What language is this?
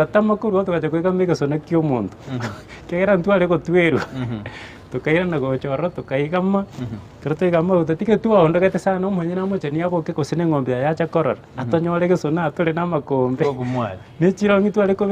Gusii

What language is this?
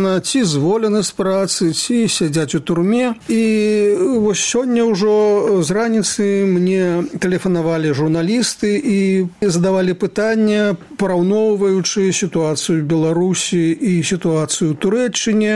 Belarusian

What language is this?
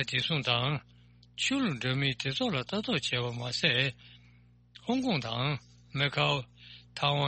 Tibetan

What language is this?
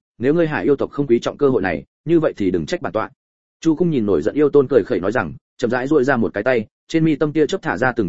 Vietnamese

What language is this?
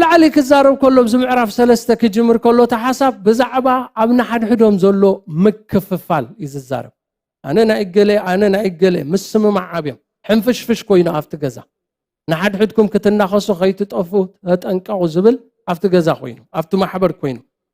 Tigrinya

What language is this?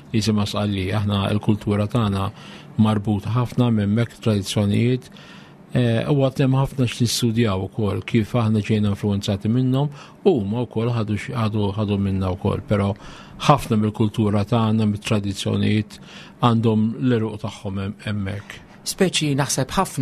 Maltese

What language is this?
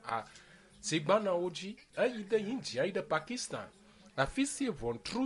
Ewe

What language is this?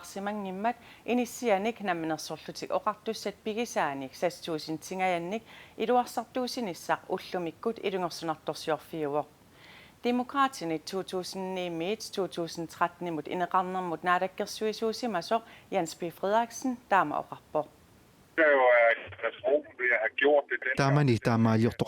Kalaallisut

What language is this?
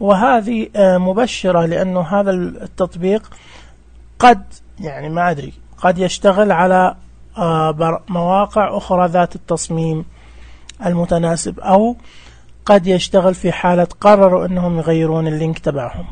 Najdi Arabic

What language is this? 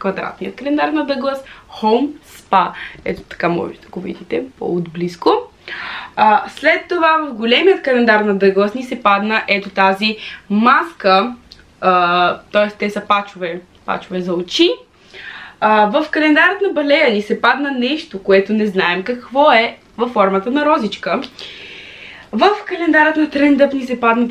Bulgarian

